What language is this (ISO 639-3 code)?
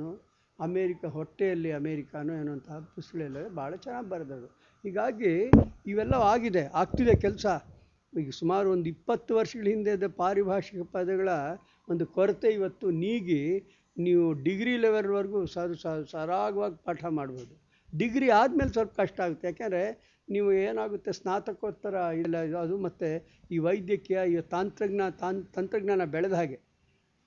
kan